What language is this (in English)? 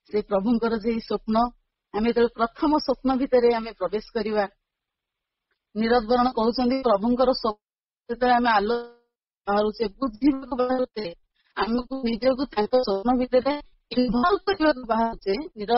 Odia